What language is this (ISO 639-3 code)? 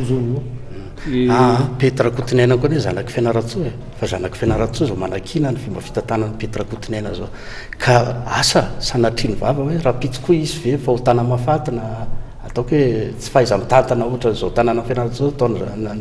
mlg